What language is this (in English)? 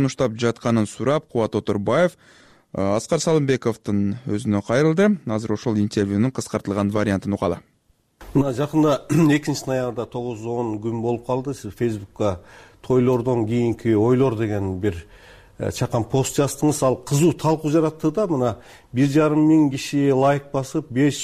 Kyrgyz